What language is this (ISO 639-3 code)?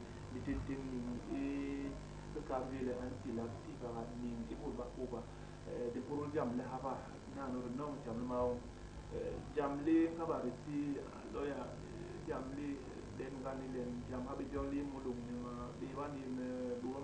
bas